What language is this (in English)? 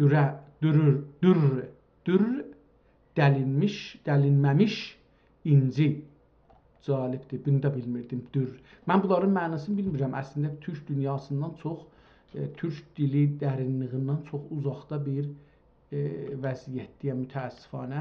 South Azerbaijani